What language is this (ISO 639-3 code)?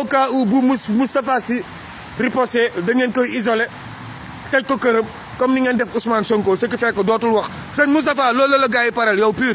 wol